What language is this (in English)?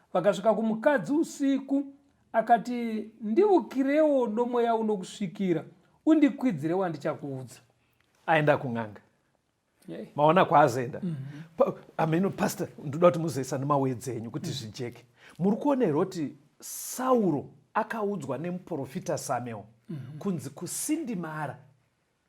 Shona